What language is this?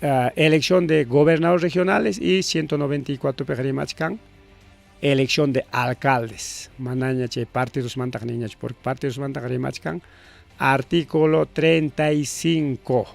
Ayacucho Quechua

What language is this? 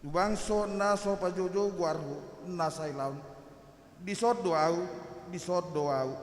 Batak Toba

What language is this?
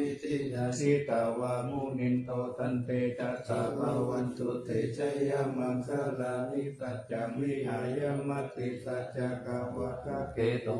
Pali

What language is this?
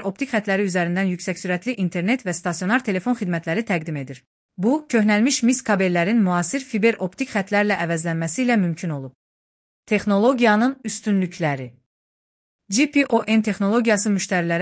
Azerbaijani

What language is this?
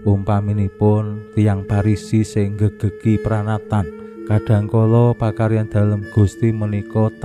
Javanese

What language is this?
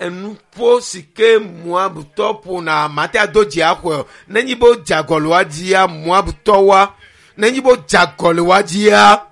Ewe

